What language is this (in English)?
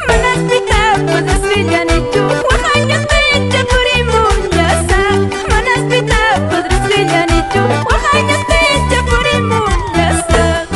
Quechua